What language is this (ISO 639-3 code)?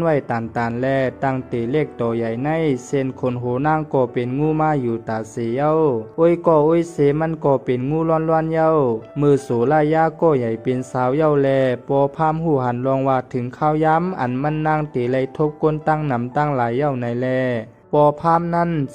shn